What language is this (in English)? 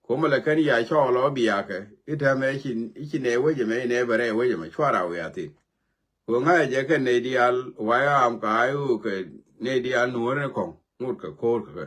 Nuer